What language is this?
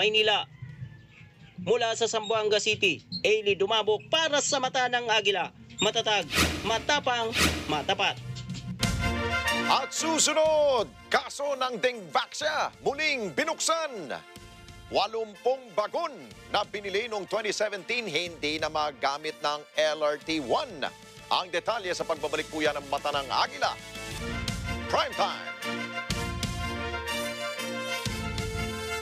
Filipino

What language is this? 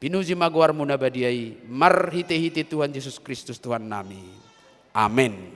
Batak Toba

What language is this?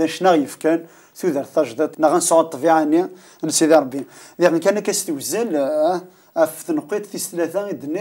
Kabyle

